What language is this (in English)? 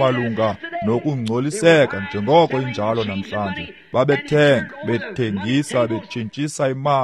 Xhosa